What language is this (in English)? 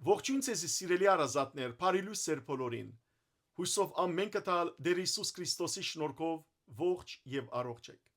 Western Armenian